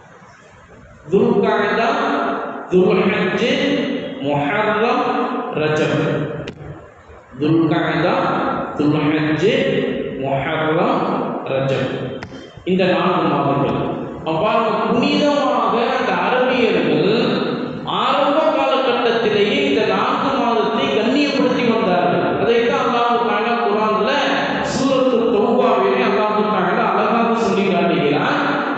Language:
Tamil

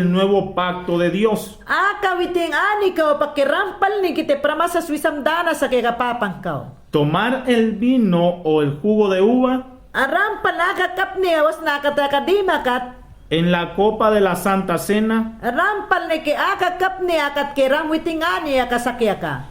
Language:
Mayangna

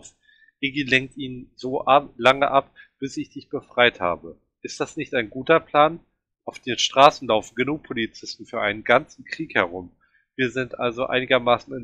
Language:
German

